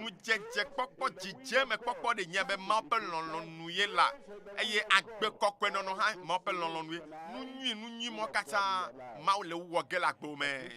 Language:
Ewe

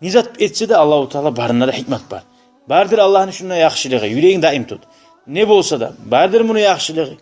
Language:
Kumyk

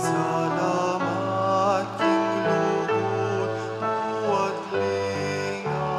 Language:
Pampanga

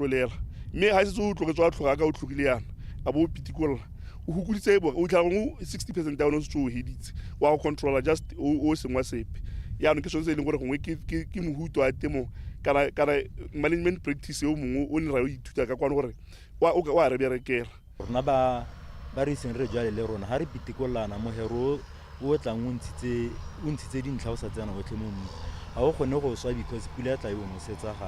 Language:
Tswana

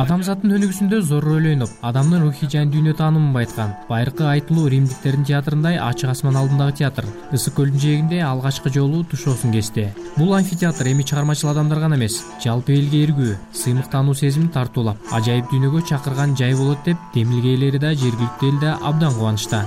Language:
Kyrgyz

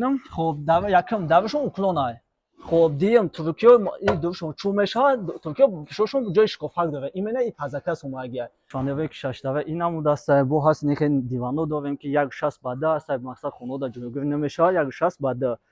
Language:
Tajik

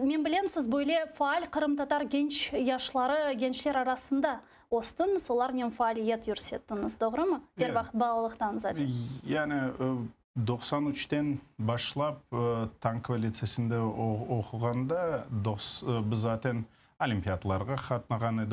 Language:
Crimean Tatar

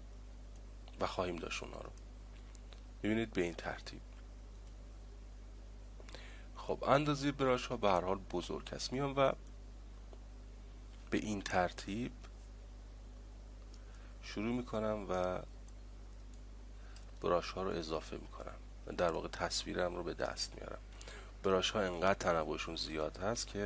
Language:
Persian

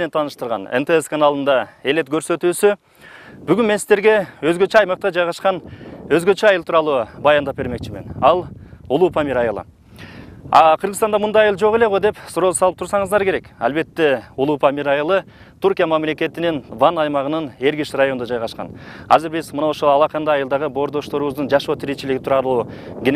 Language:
Kyrgyz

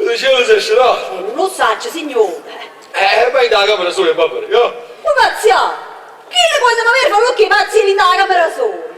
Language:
Neapolitan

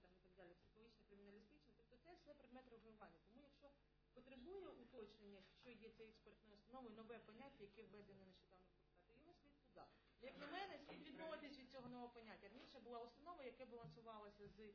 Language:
Ukrainian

